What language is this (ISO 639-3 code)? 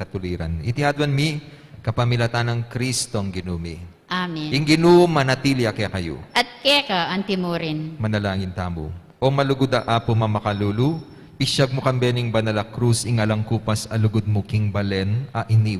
pam